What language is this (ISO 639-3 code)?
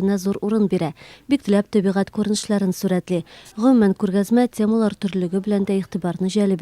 tat